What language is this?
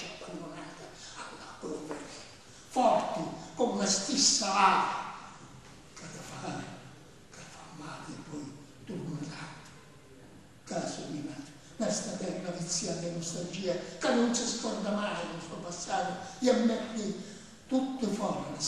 Sicilian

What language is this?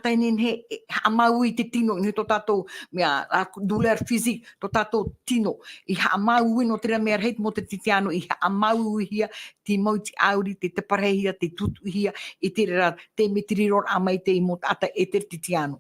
Tahitian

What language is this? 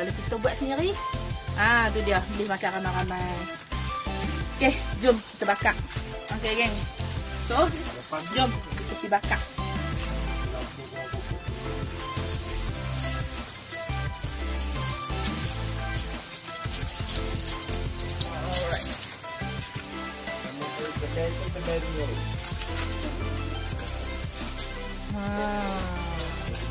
Malay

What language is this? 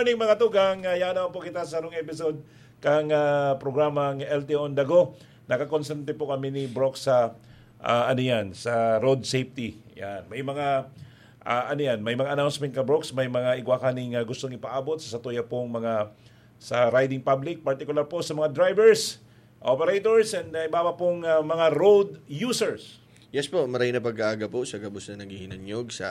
Bikol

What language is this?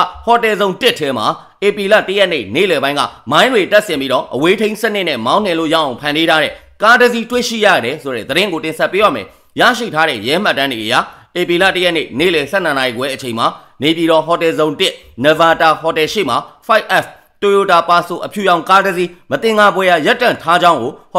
Burmese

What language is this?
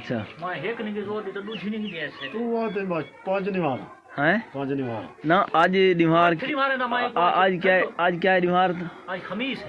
Saraiki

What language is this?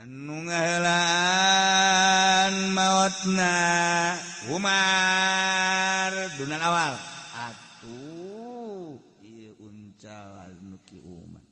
Sundanese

